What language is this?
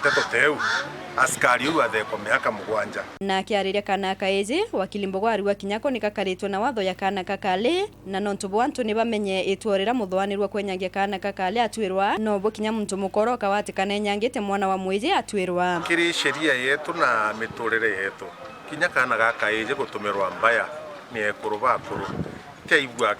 Meru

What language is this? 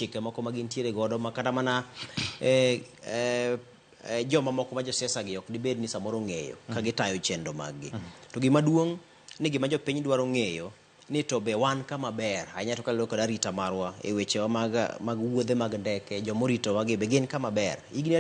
Luo (Kenya and Tanzania)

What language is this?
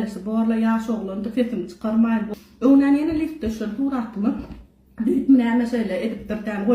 Turkmen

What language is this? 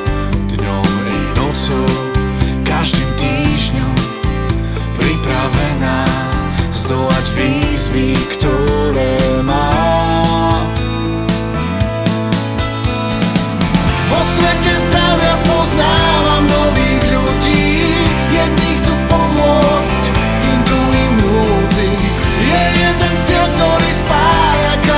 Slovak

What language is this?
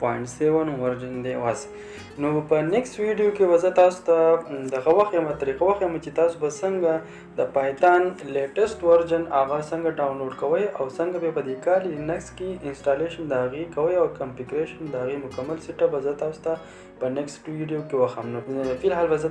Pashto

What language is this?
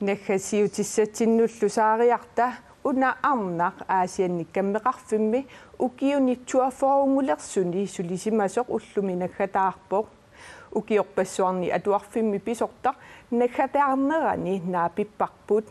Kalaallisut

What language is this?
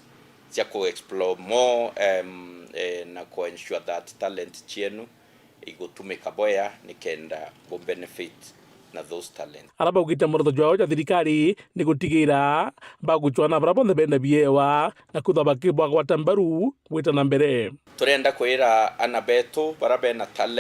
Meru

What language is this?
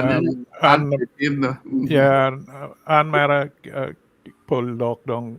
Acoli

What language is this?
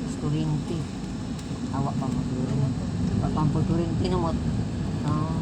Cebuano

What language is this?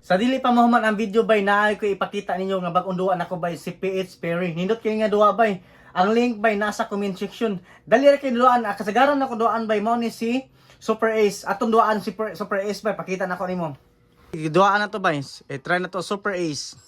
Cebuano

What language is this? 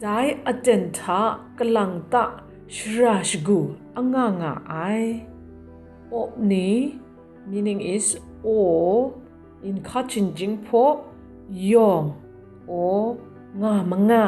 Kachin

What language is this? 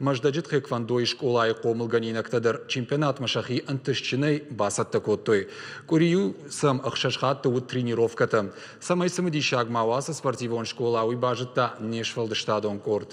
Ossetic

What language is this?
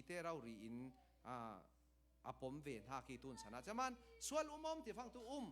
Falam Chin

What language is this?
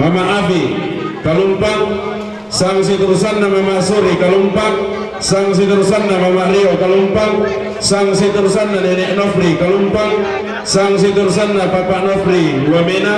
Toraja-Sa'dan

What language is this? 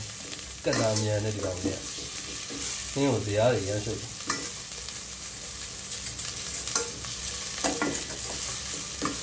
Burmese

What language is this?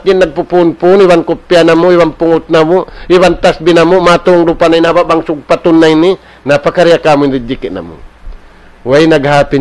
Tausug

